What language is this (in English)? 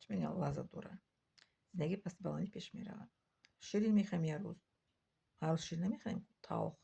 Tajik